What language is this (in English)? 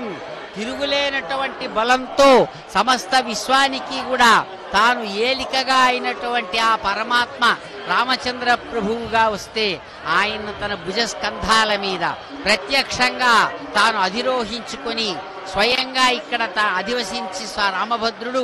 Telugu